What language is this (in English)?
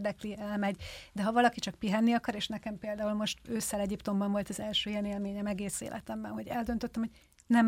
Hungarian